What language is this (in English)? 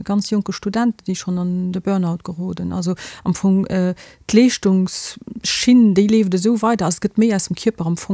Luxembourgish